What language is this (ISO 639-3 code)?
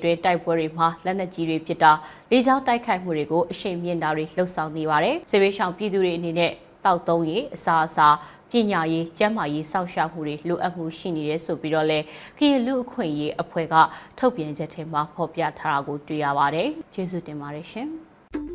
mya